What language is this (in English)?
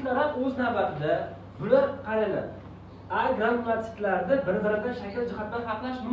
Uzbek